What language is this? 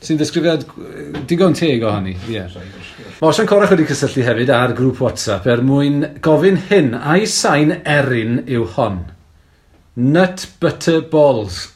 Welsh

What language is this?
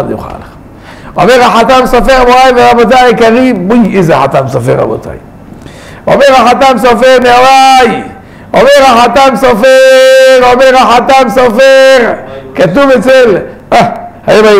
Hebrew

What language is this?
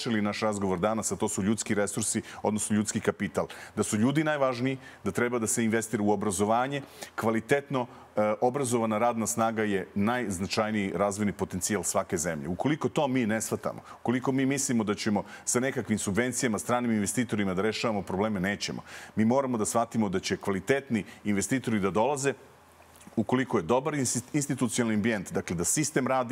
Serbian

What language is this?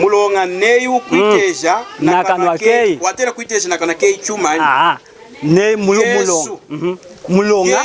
Lunda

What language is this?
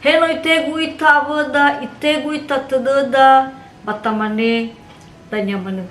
Nias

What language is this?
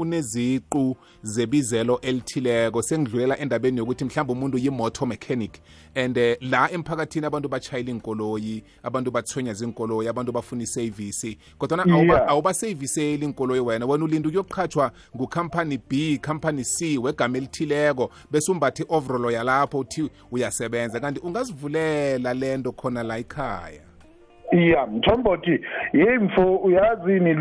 South Ndebele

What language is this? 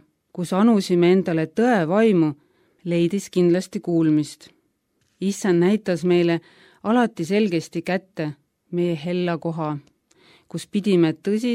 Estonian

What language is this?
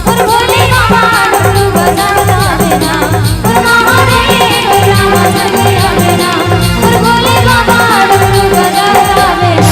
Chhattisgarhi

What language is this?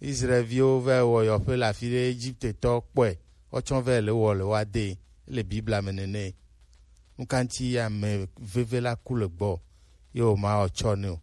Gen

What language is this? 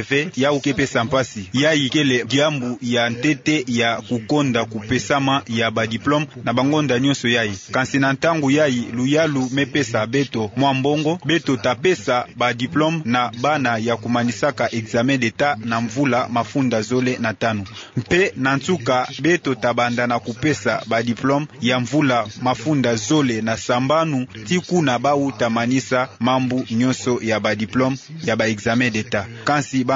Kituba (Democratic Republic of Congo)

